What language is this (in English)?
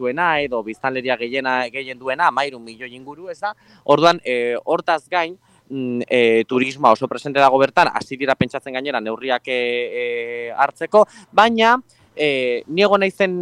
Basque